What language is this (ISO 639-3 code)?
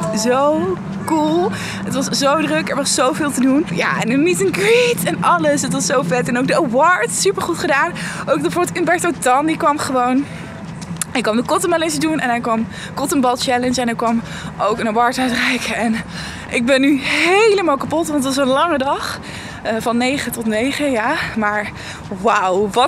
nld